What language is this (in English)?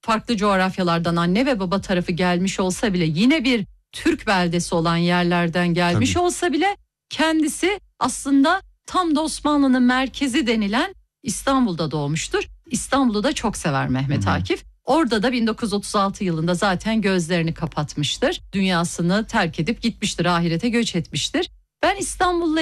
Turkish